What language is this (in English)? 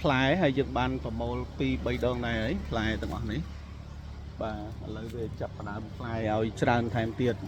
Khmer